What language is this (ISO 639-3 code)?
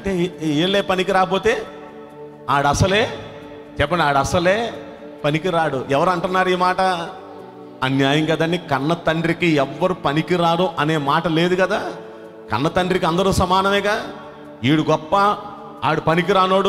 tel